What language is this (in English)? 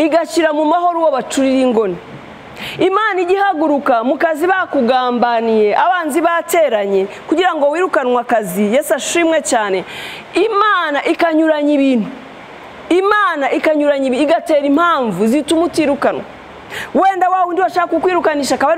Kinyarwanda